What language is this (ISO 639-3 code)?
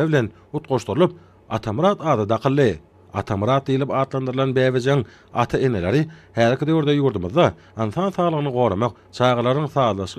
tuk